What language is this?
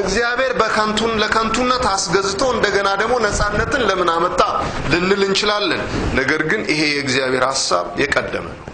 Amharic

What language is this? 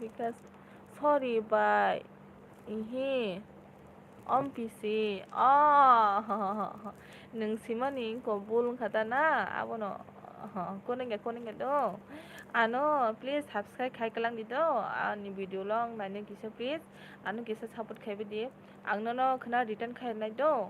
Kok Borok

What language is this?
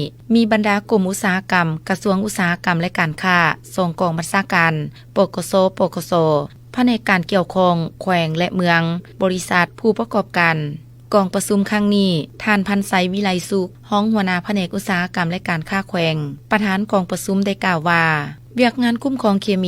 Lao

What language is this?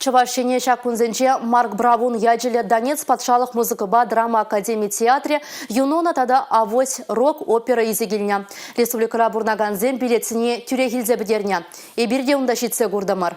Chuvash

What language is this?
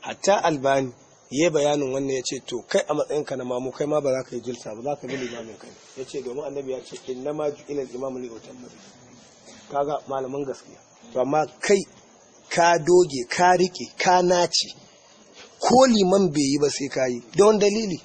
Hausa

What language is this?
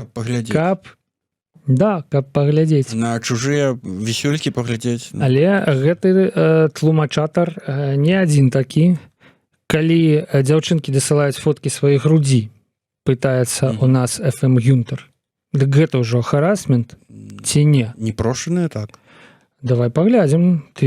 Belarusian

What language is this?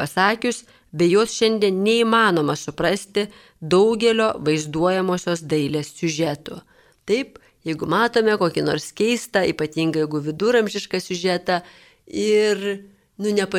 Lithuanian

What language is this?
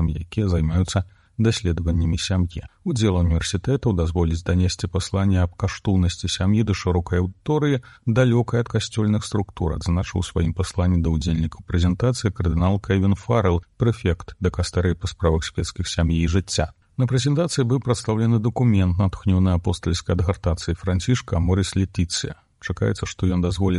Belarusian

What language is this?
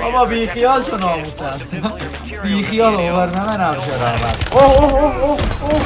South Azerbaijani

